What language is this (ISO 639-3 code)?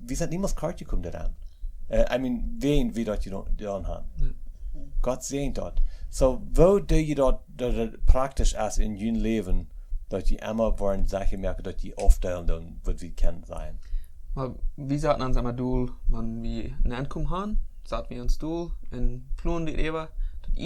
pdt